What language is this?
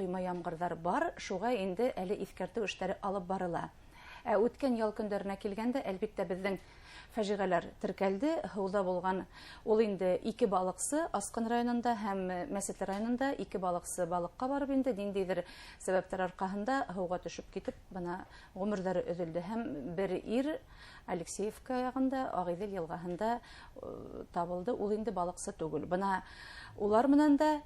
Bashkir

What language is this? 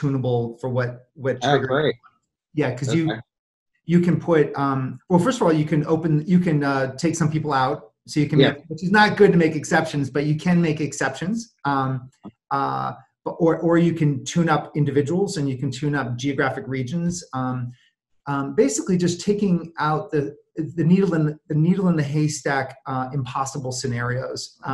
English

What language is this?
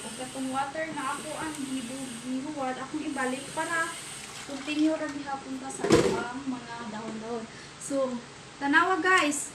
Cebuano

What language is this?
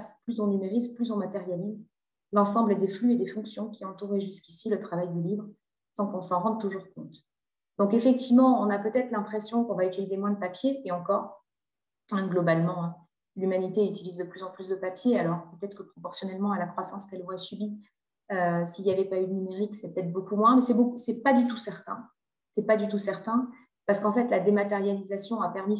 French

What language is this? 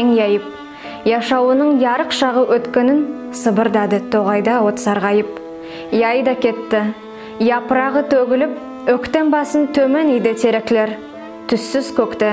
Nogai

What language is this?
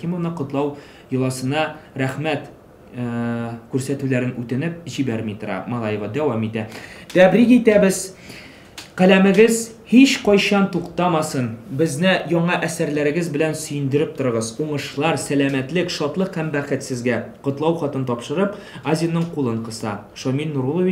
Tatar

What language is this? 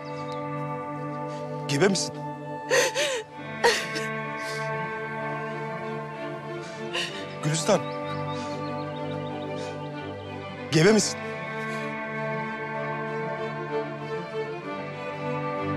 Turkish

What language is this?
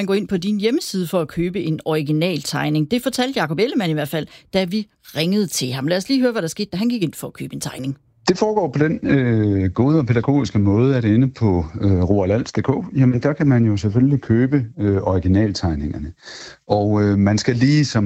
Danish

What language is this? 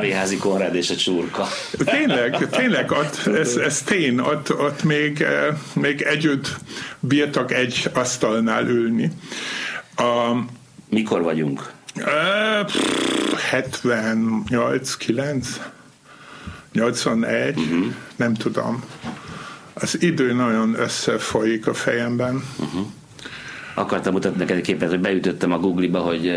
Hungarian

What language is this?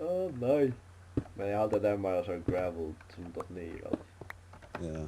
Faroese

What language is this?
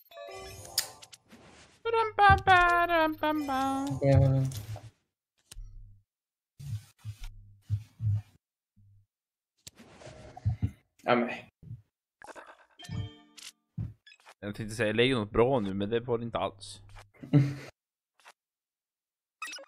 Swedish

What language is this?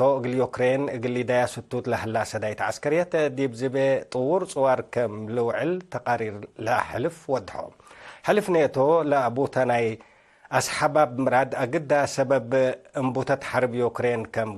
Tigre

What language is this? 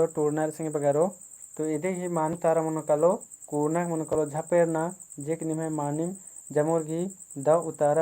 Kurukh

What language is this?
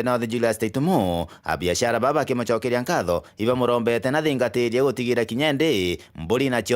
Meru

